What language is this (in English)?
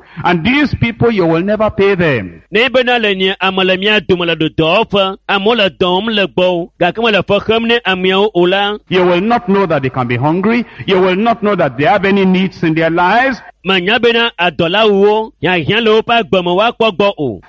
Ewe